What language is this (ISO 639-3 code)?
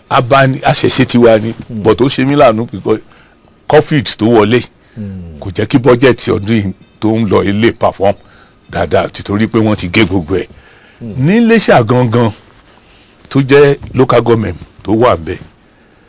yor